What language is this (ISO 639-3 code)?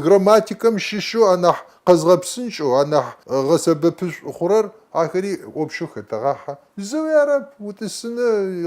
kbd